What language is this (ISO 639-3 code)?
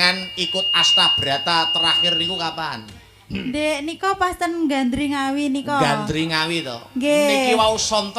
jav